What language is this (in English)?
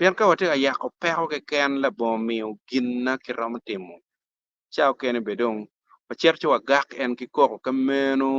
Acoli